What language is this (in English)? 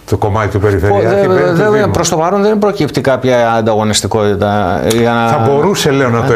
Greek